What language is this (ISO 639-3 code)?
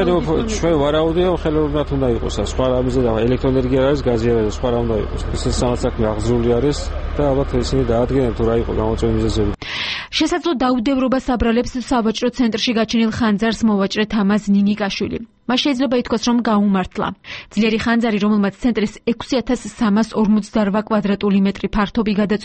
kat